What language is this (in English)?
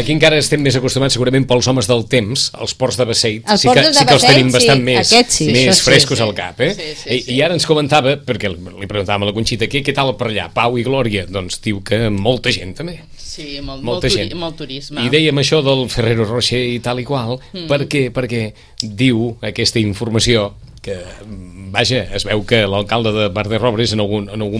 Catalan